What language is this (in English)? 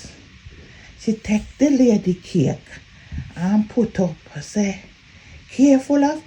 Jamaican Creole English